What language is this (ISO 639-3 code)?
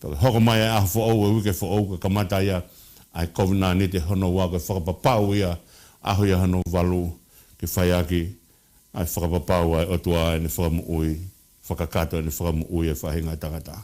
ton